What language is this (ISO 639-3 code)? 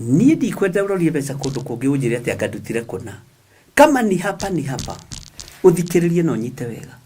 kik